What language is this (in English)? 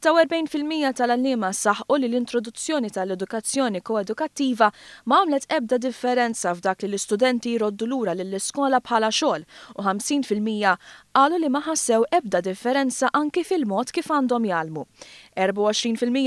Maltese